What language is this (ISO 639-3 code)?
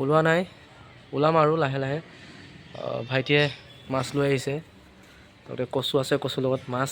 asm